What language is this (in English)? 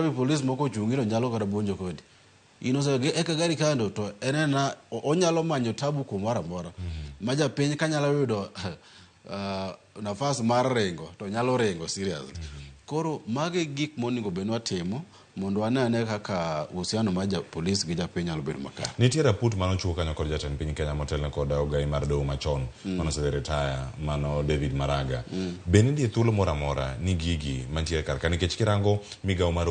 Luo (Kenya and Tanzania)